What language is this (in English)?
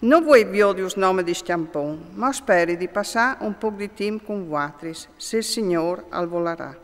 Friulian